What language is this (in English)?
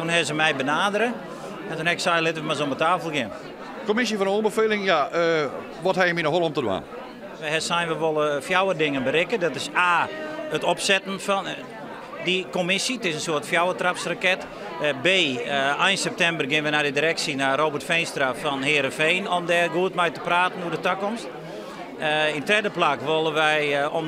Western Frisian